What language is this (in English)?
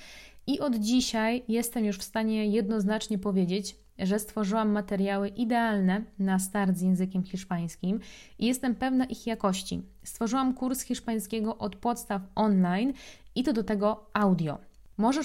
Polish